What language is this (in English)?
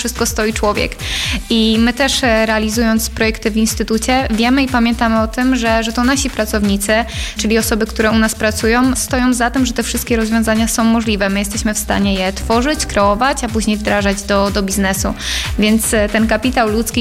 Polish